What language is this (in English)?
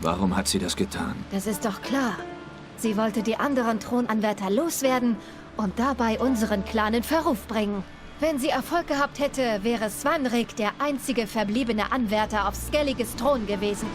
Swiss German